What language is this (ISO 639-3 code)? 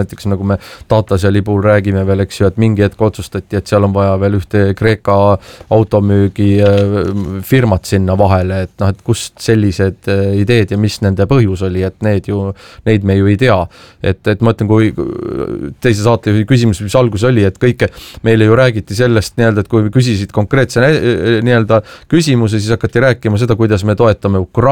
est